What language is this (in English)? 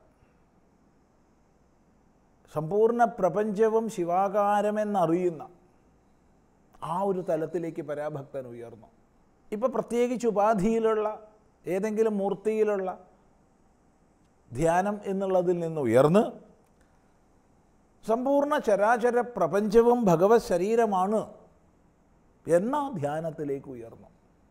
Malayalam